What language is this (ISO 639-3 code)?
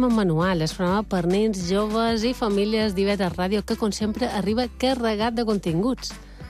cat